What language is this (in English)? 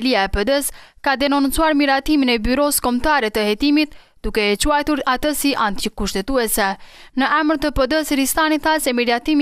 Albanian